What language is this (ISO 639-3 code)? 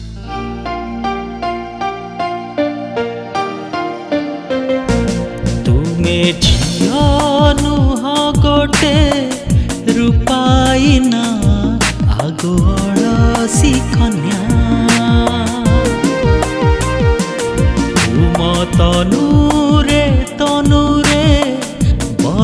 ori